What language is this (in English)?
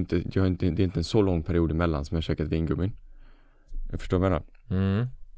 Swedish